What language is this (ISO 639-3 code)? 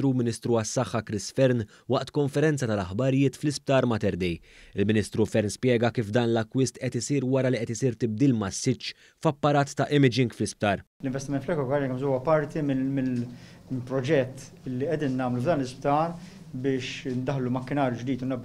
mlt